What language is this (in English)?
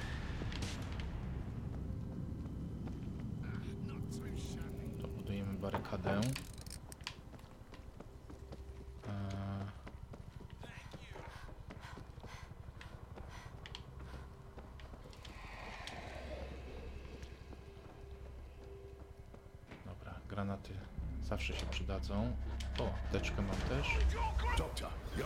Polish